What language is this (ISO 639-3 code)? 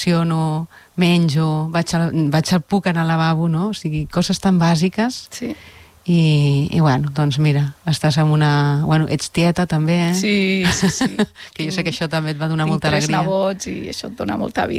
cat